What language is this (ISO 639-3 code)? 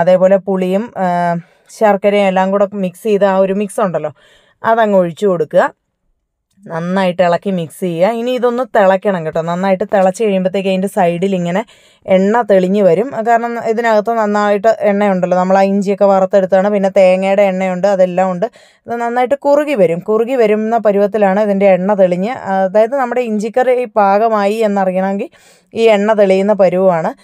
mal